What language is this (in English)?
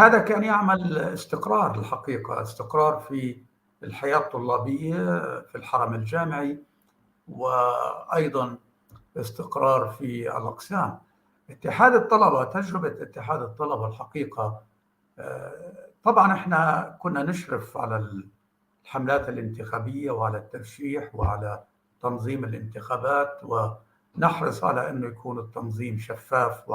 North Levantine Arabic